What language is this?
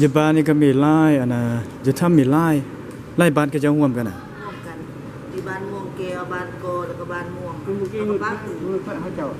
Lao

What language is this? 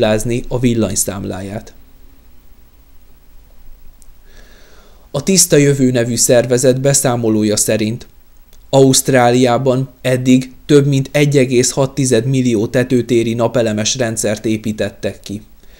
Hungarian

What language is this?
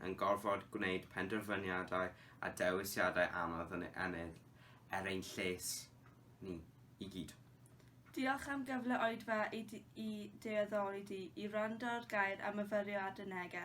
Welsh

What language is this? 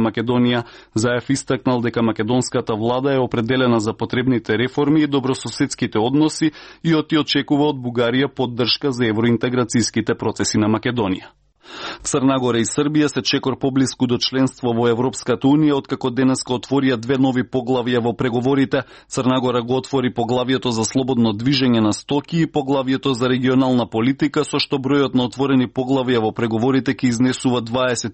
Macedonian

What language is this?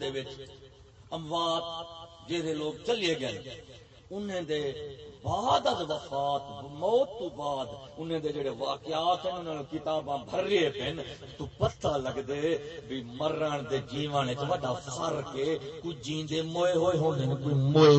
Saraiki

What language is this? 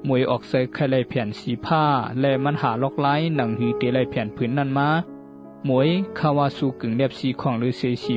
Shan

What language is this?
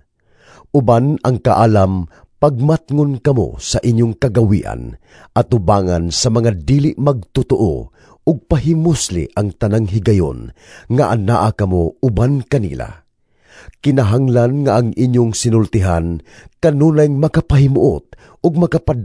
Cebuano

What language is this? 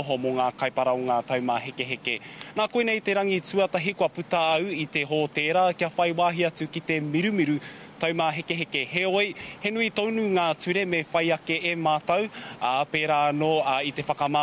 Māori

